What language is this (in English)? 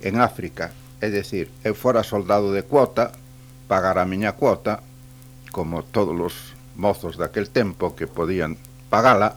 Galician